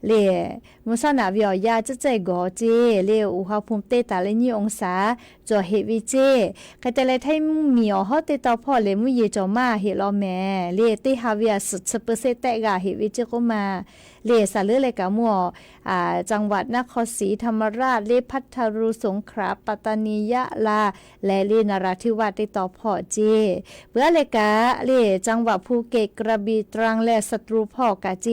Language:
Lahu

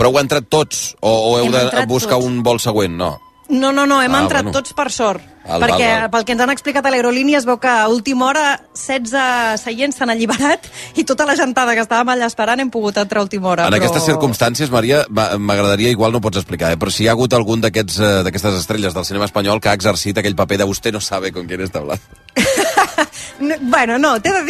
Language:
Catalan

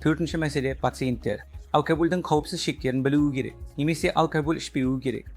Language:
Kazakh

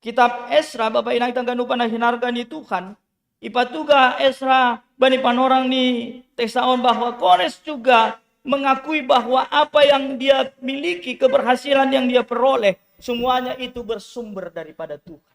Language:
Batak Simalungun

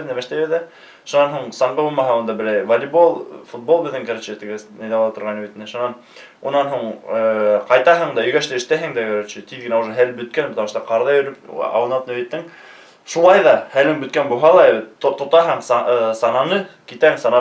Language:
Bashkir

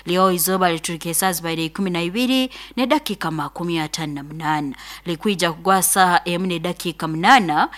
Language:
Nyoro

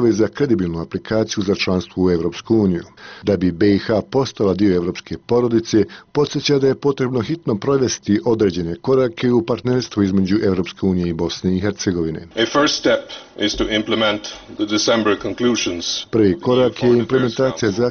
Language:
Bosnian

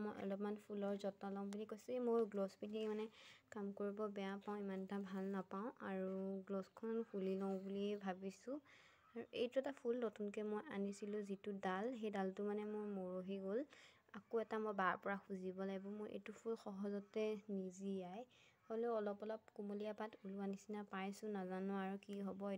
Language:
Assamese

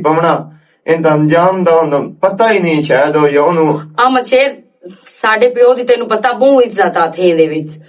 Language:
Western Panjabi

